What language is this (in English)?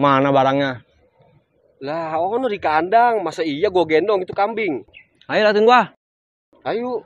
Betawi